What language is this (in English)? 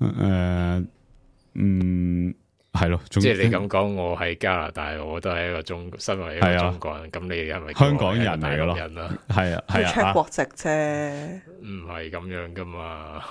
Cantonese